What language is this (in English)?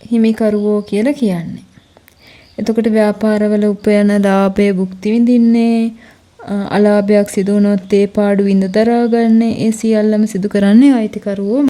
Sinhala